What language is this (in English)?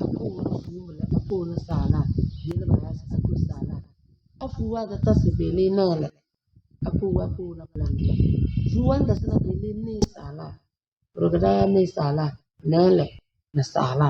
Tem